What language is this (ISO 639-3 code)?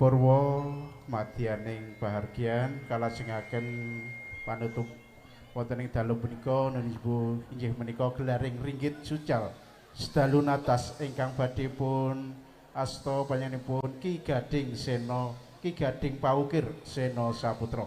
jav